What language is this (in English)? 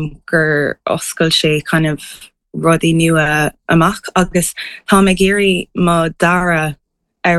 Irish